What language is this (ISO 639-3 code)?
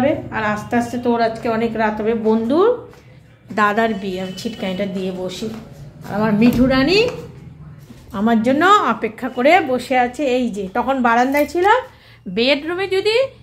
ben